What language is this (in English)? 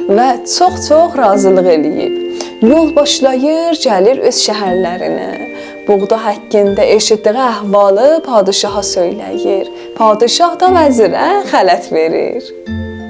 South Azerbaijani